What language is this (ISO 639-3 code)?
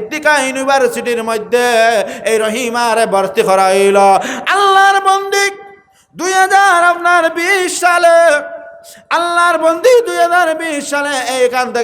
syl